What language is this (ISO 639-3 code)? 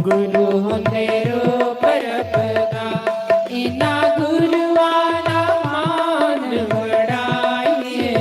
doi